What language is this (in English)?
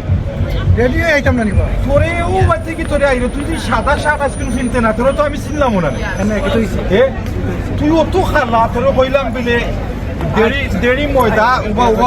Sylheti